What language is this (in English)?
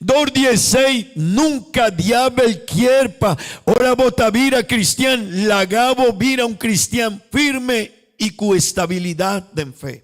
Papiamento